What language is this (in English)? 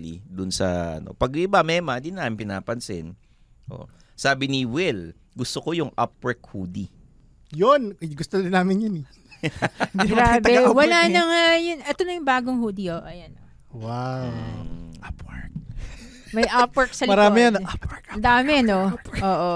Filipino